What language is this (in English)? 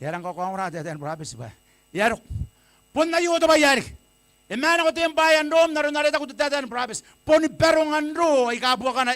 Gilbertese